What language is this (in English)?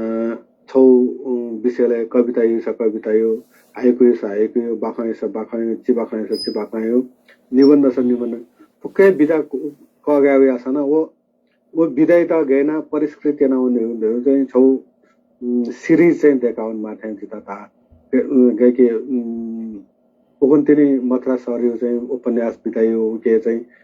Newari